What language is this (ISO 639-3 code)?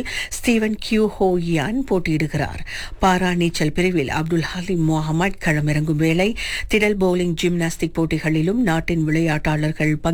tam